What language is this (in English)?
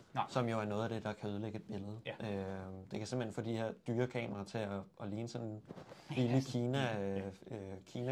Danish